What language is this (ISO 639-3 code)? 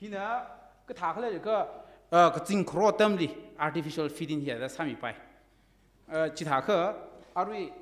nmf